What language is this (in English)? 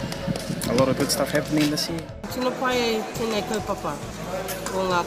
Māori